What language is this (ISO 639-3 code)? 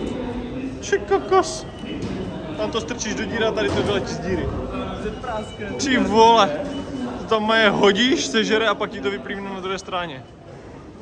ces